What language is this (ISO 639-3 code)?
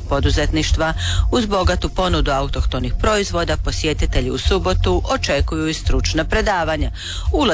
hrv